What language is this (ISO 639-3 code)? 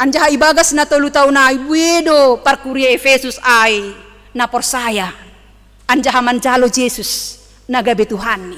bts